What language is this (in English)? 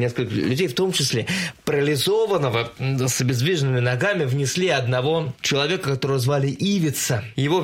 Russian